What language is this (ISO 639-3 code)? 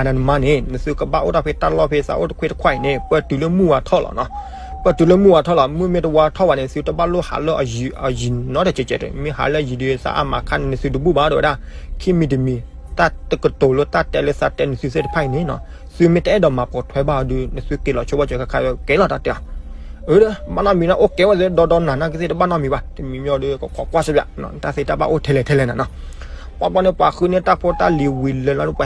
ksw